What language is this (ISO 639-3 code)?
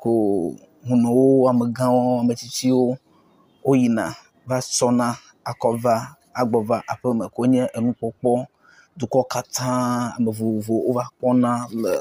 ewe